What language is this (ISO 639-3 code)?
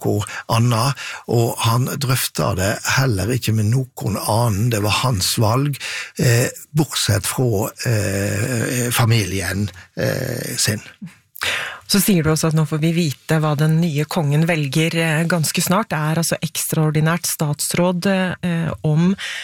nor